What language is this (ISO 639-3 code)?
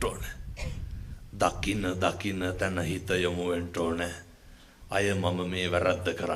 sin